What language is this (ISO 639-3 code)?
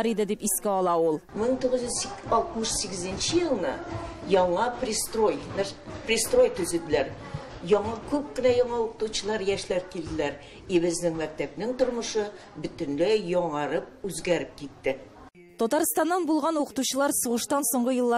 tat